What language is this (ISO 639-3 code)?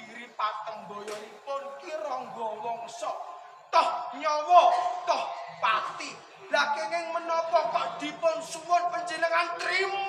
jav